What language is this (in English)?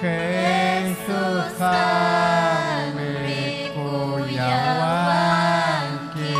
Ayacucho Quechua